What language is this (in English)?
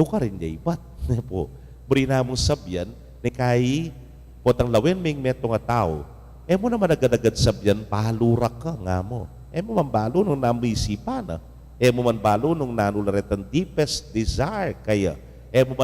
Pampanga